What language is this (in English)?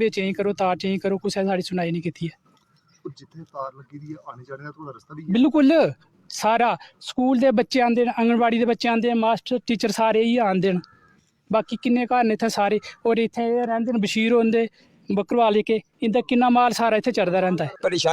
Dogri